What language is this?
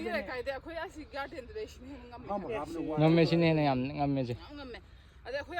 Manipuri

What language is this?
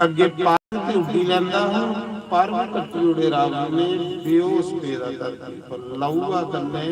Dogri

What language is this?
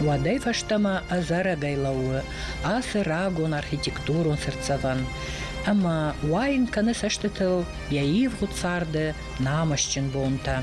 Ossetic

